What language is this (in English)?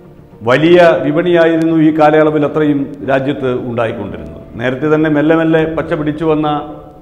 Malayalam